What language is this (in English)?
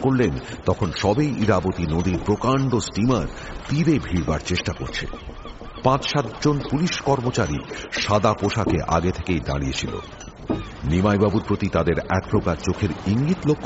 Bangla